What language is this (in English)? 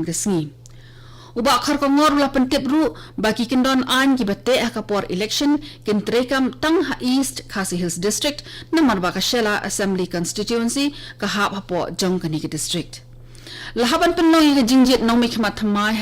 Khasi